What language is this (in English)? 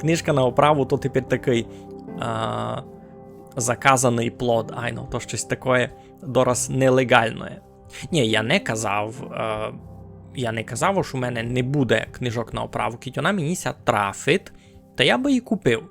Rusyn